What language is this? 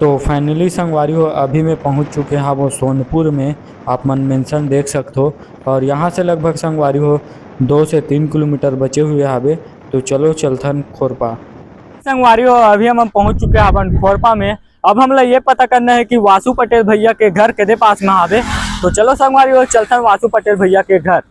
Chhattisgarhi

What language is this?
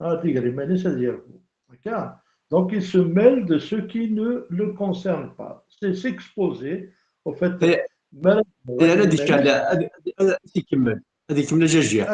Kabyle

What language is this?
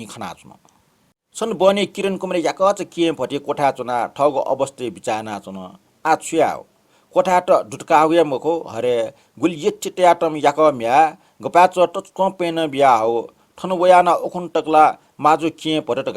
Newari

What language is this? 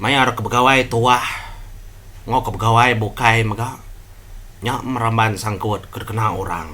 Iban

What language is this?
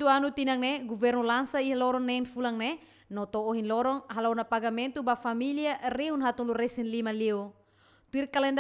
Tetum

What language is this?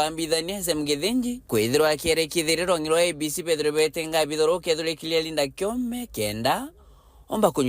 Meru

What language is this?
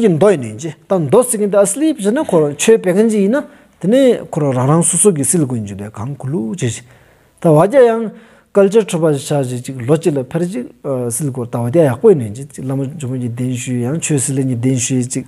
Stod Bhoti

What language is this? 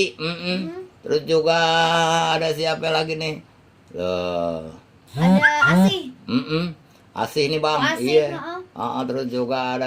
Betawi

